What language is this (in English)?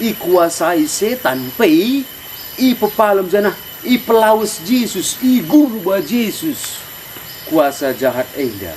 Batak Karo